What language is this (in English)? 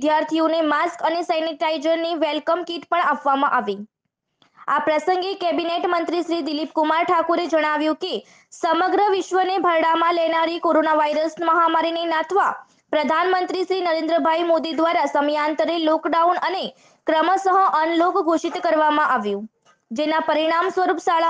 Gujarati